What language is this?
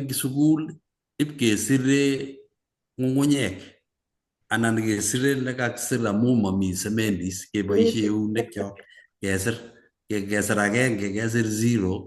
Kalenjin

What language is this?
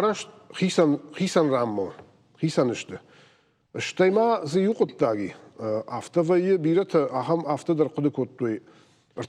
Ossetic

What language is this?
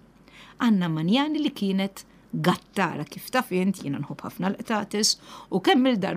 Maltese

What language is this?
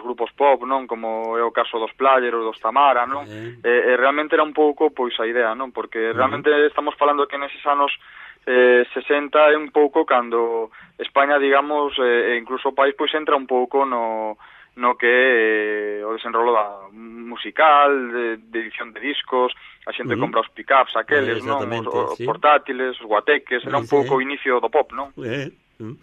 Galician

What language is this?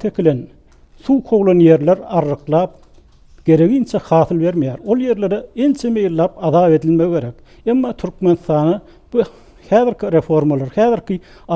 Turkmen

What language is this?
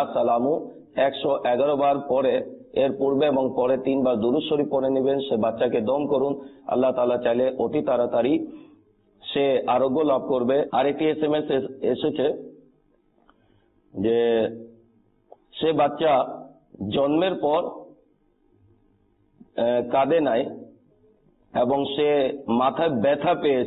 Bangla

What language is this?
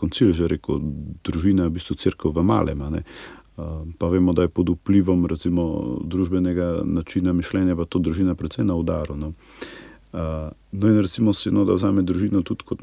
Slovenian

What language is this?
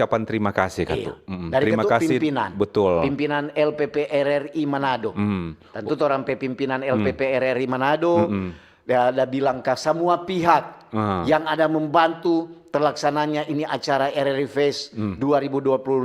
Manado Malay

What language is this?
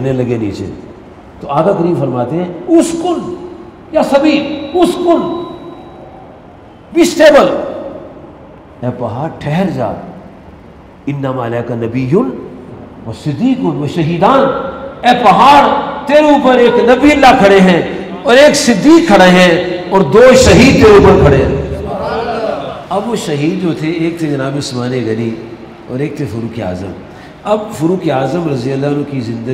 Urdu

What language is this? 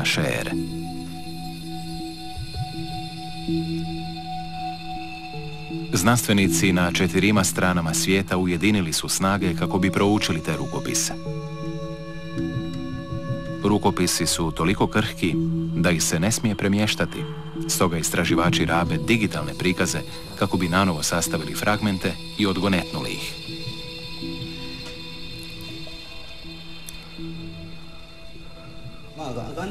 Croatian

